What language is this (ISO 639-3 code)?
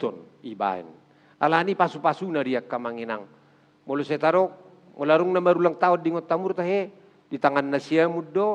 bbc